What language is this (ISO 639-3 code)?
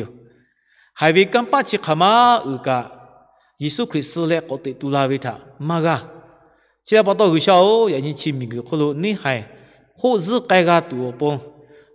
lhu